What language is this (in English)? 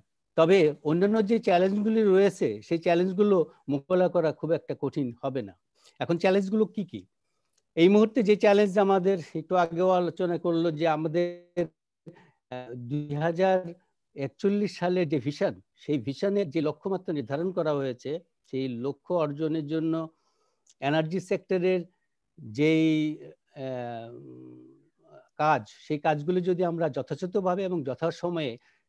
Bangla